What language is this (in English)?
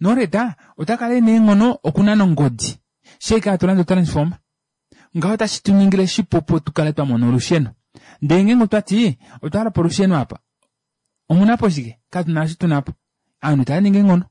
Kuanyama